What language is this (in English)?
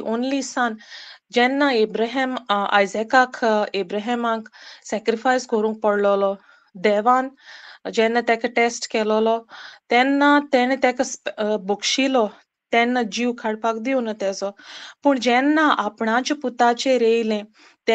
Konkani